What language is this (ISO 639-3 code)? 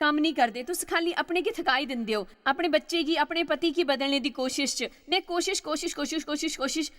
doi